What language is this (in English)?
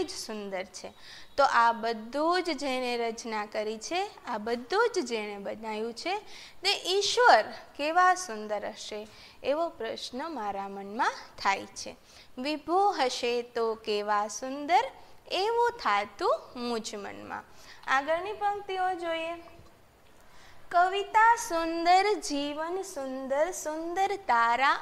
Gujarati